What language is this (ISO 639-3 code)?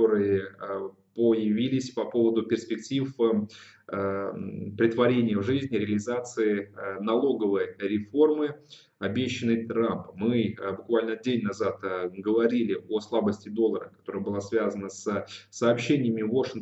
rus